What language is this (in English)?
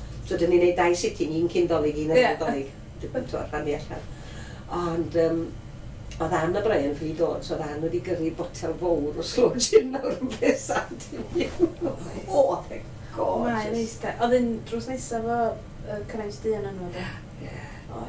Welsh